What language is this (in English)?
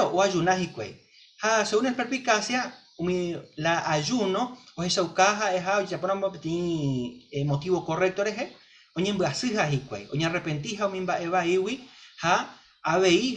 Guarani